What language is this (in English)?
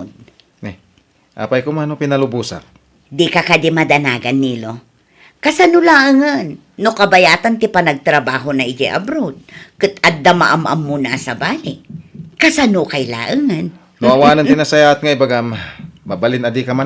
Iloko